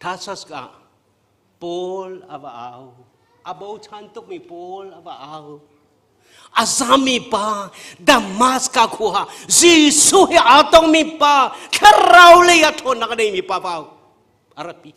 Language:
Hakha Chin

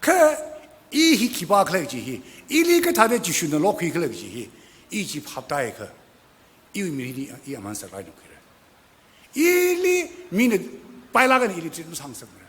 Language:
Tangkhul Naga (India)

